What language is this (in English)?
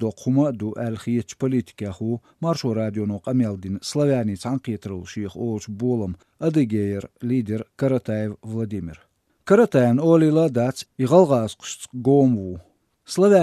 Chechen